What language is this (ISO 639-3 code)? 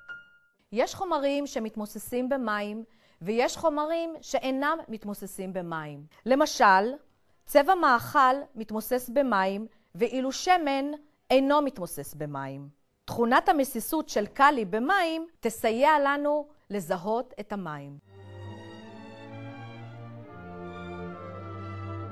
heb